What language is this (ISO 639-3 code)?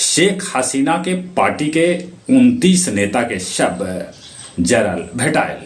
mag